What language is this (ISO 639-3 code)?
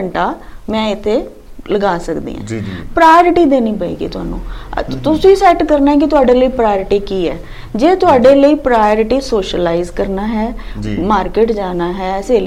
pan